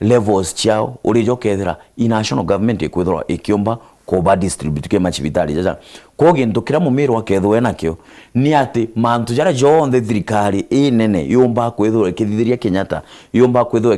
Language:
Meru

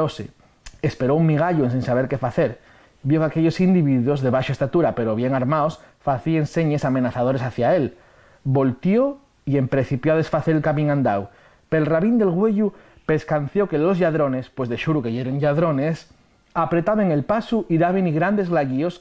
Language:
Asturian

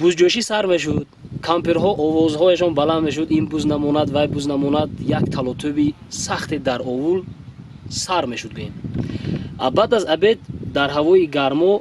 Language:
Tajik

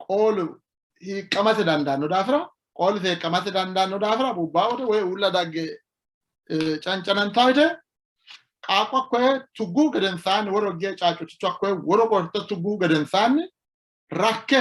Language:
Sidamo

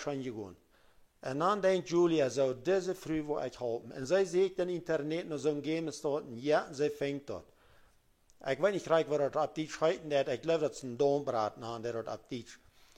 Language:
Plautdietsch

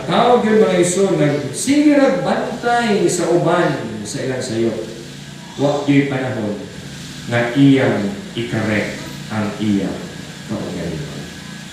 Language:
Cebuano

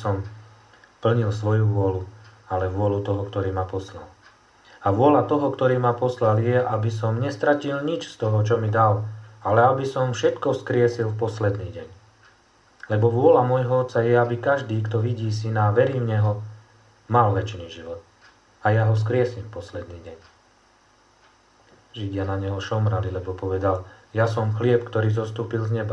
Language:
Slovak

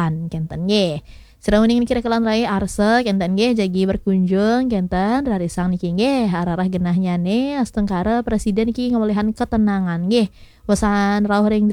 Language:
Balinese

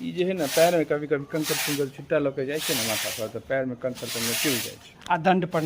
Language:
Maithili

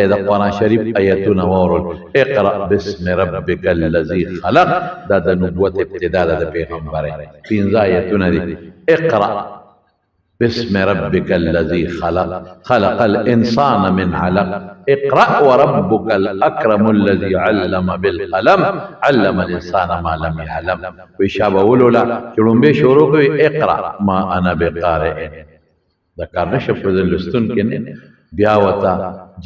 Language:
Pashto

